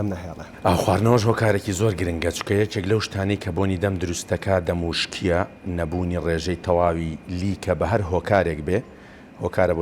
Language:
Central Kurdish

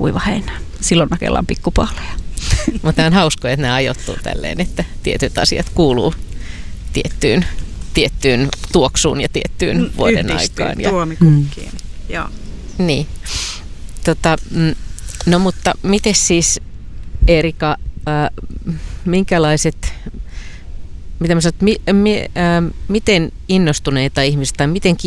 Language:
Finnish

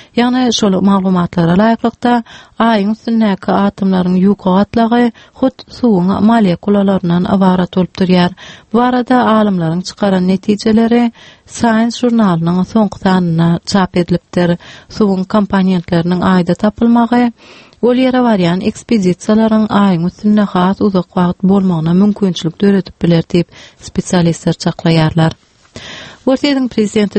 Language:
Turkmen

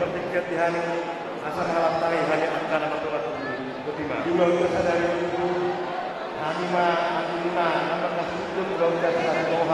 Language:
Batak Toba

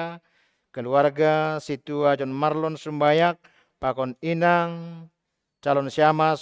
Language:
Batak Simalungun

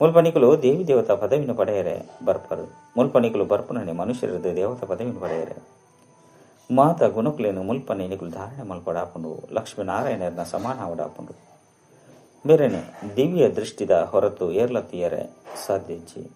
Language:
Tulu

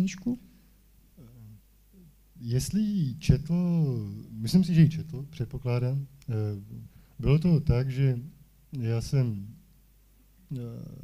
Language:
Czech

